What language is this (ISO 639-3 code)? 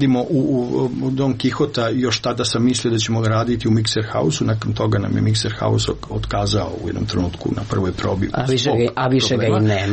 hrv